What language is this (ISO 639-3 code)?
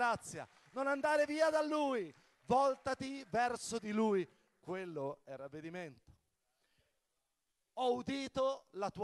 ita